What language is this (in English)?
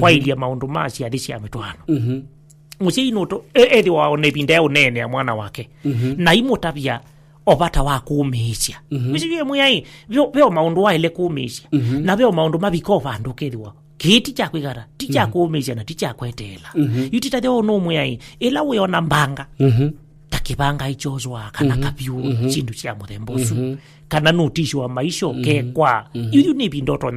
Kamba